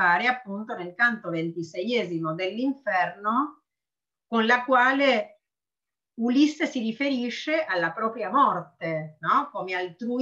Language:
Italian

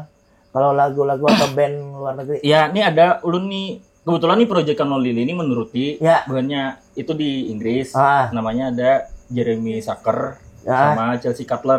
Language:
Banjar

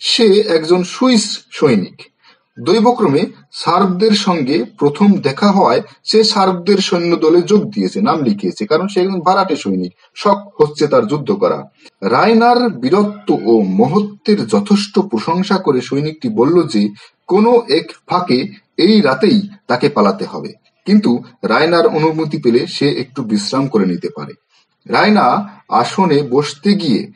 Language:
Bangla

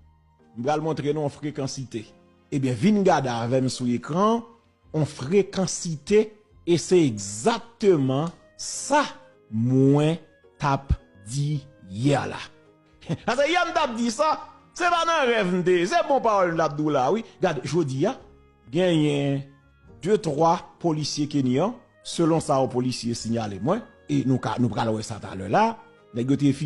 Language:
Haitian Creole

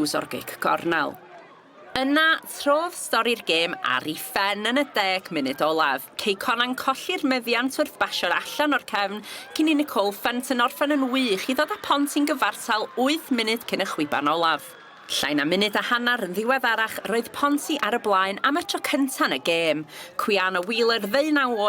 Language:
Welsh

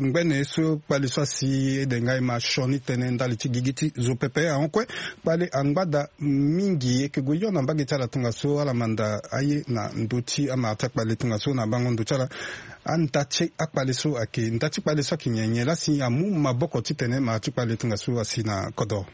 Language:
Sango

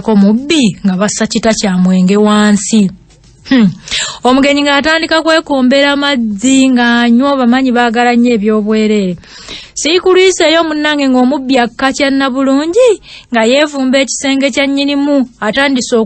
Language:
Ganda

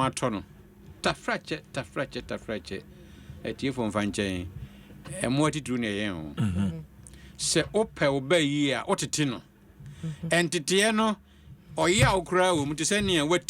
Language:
Akan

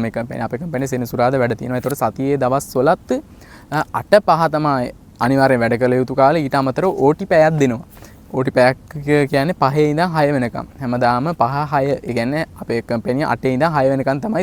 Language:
Sinhala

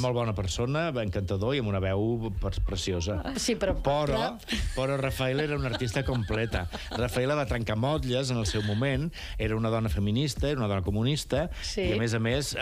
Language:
Catalan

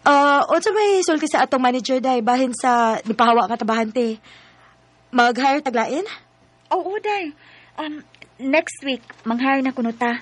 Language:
Cebuano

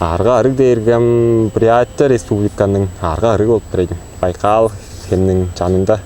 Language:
Tuvinian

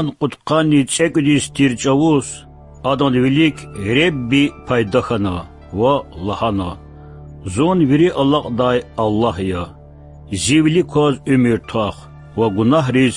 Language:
Lezghian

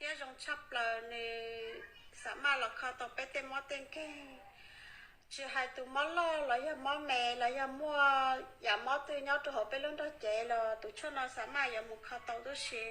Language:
Hmong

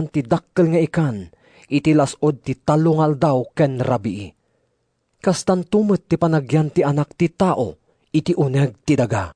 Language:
Iloko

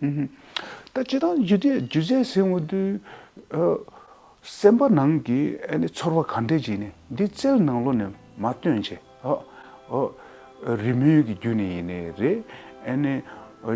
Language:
Tibetan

